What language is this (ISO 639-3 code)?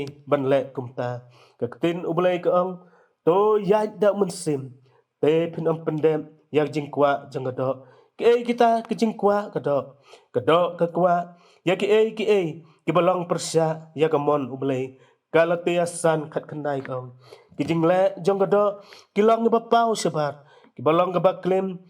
kha